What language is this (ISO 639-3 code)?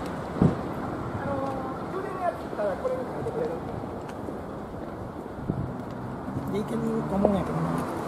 jpn